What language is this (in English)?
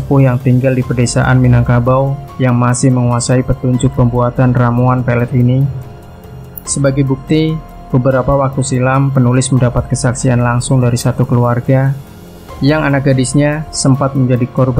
Indonesian